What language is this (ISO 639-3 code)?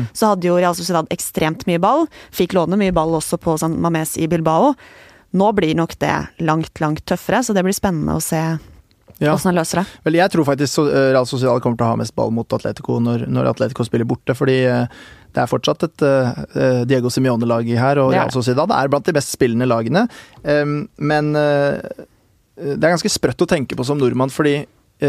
nor